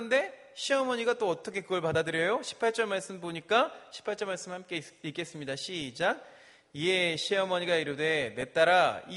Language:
Korean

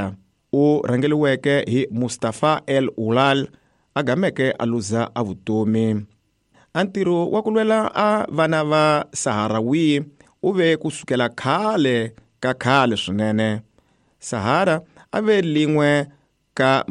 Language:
Tsonga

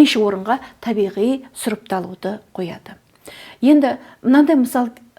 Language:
Kazakh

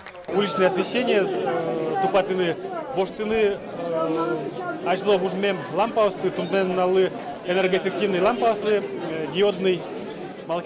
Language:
Udmurt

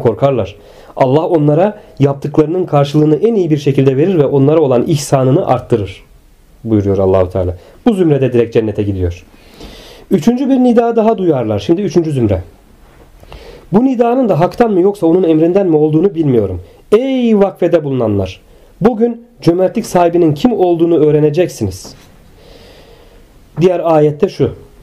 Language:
Turkish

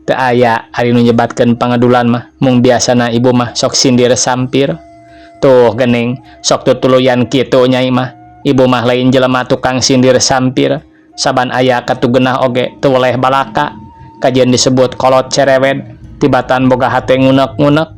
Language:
Sundanese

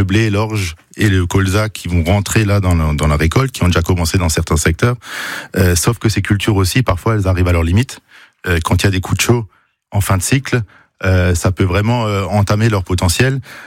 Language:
French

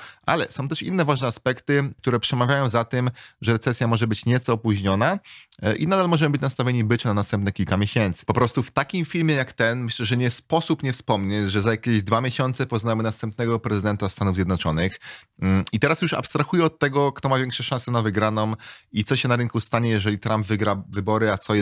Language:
Polish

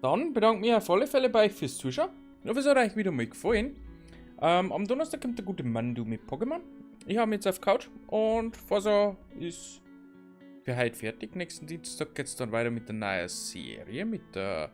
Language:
Bavarian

